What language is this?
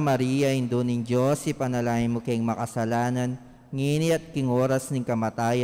Pampanga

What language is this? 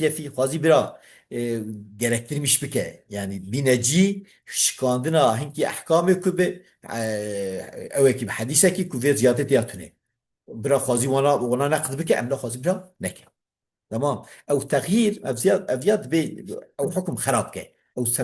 Kurdish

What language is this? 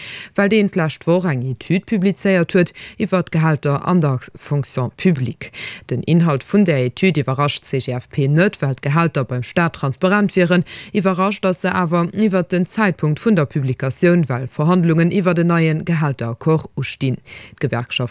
Luxembourgish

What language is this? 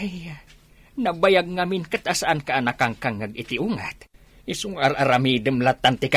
Iloko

